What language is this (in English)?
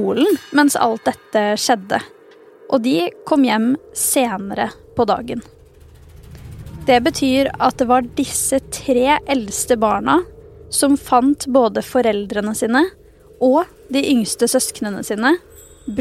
Norwegian